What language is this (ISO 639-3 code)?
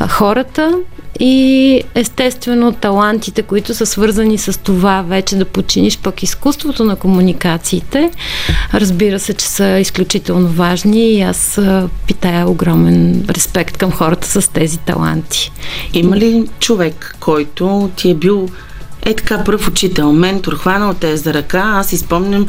bul